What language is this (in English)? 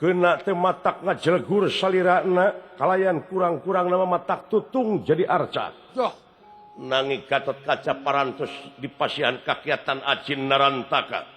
Sundanese